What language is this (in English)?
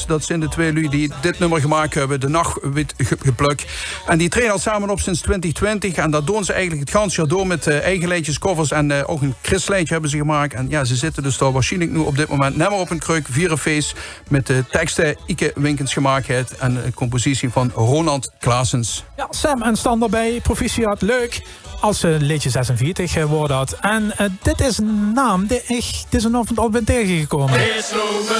Limburgish